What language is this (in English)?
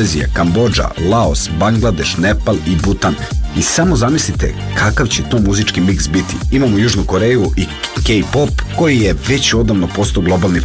Serbian